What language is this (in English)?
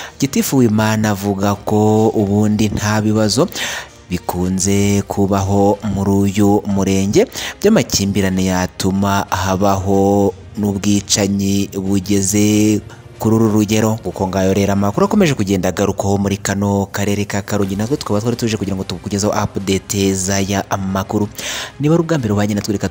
Kinyarwanda